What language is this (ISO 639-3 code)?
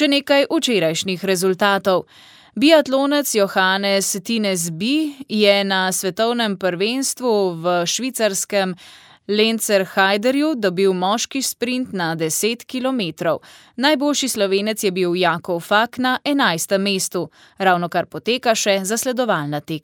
slv